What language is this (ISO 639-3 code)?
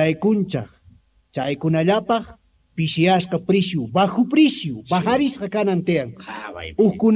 que